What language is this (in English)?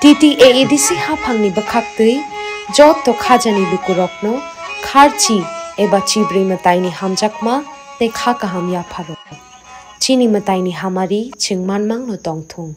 Kok Borok